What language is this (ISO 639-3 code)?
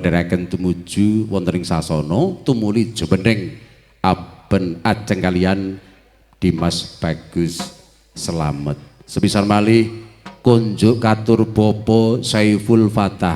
jav